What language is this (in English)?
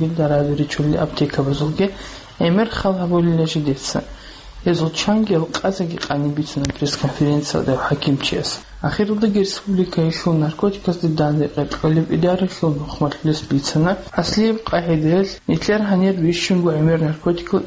Avaric